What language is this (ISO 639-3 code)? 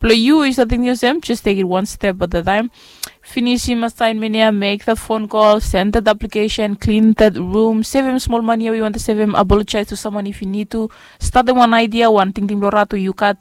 bis